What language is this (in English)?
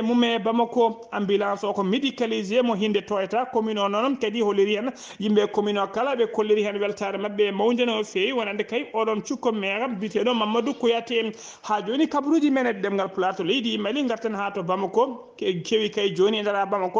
Fula